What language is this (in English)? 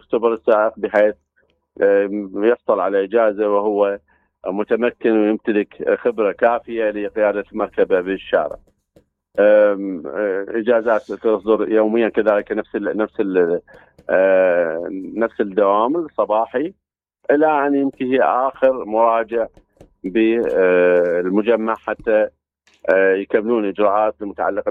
Mesopotamian Arabic